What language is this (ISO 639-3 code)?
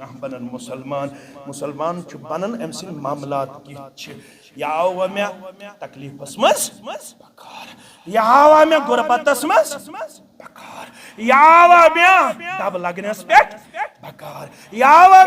kas